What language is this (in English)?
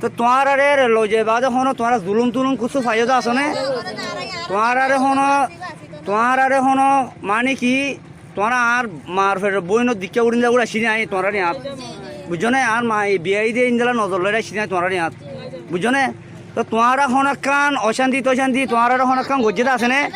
Rohingya